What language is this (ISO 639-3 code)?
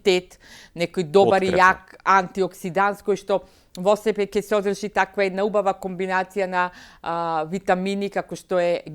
mkd